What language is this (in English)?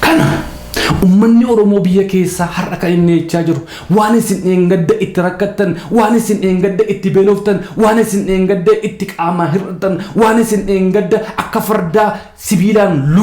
Oromo